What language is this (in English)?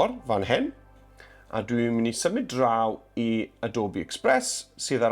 Welsh